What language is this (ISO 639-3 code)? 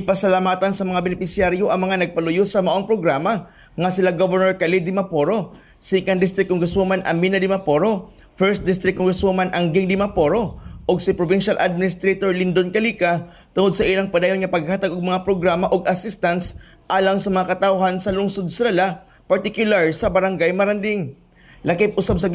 ceb